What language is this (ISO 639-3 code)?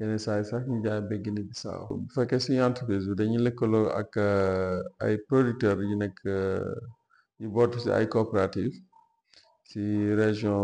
wol